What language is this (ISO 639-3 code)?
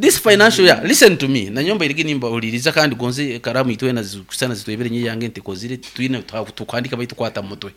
nyn